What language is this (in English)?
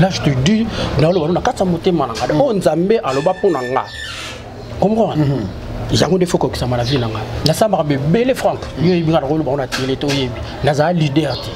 Lingala